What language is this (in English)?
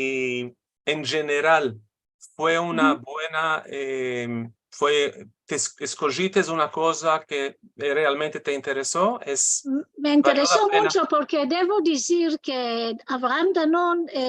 Ladino